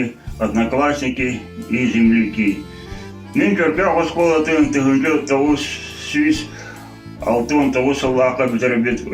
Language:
Yakut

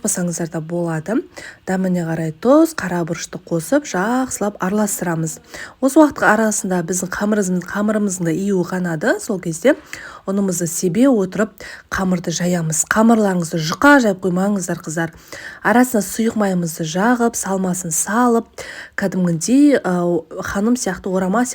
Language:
Kazakh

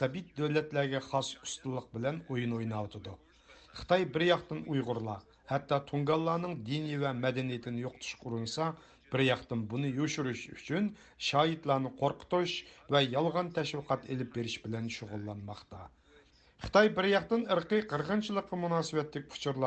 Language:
Uyghur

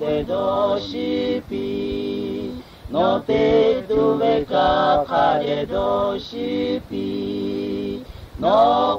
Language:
Lahu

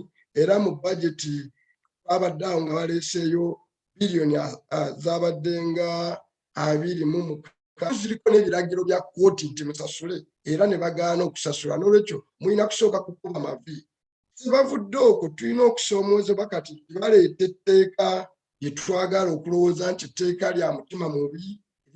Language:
Ganda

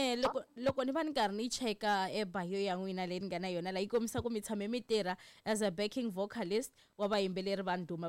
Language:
Tsonga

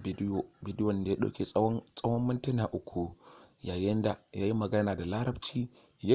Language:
Hausa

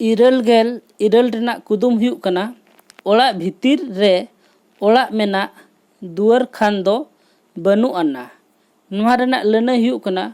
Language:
Santali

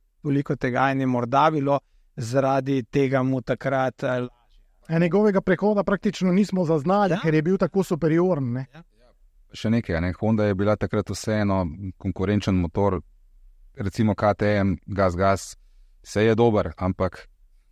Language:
Slovenian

